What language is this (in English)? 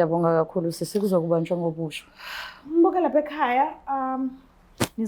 Zulu